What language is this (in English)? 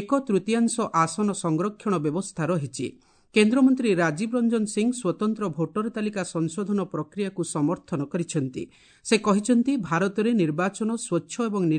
Odia